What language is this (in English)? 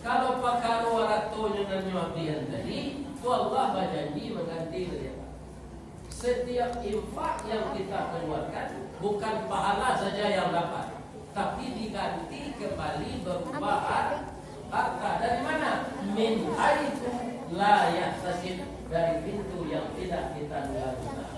Minangkabau